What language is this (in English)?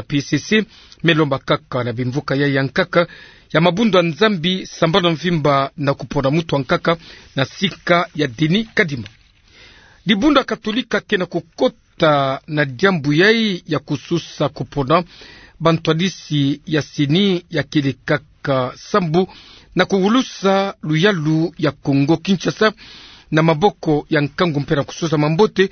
Kituba (Democratic Republic of Congo)